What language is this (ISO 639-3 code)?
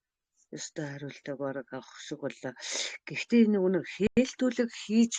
mon